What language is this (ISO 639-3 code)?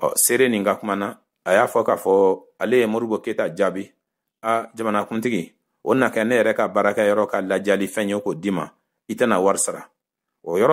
bam